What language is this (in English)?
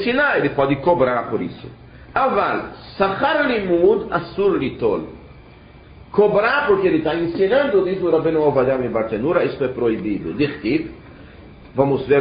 Portuguese